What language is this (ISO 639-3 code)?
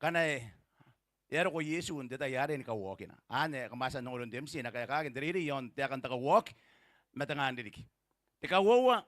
gil